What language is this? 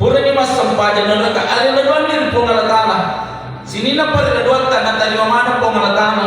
Buginese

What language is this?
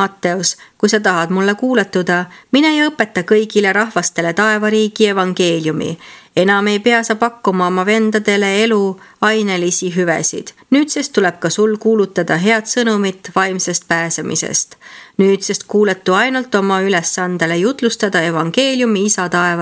Estonian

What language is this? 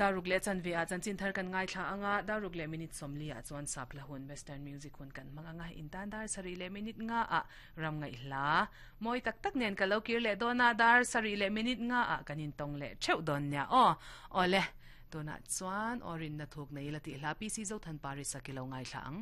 Mizo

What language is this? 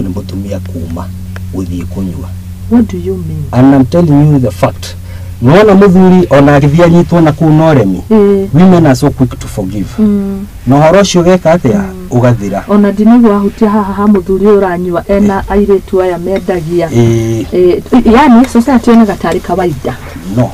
Kikuyu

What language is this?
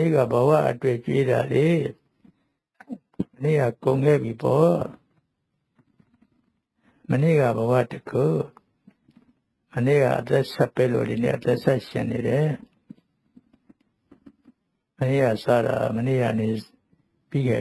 Burmese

